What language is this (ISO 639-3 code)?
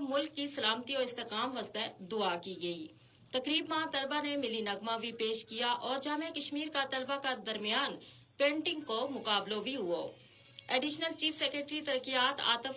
gju